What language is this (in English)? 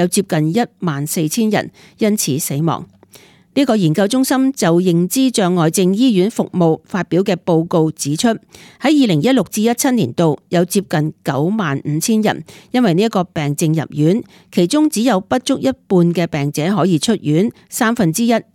Cantonese